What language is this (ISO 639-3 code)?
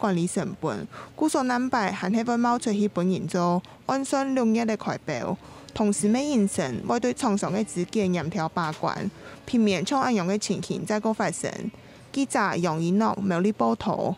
hak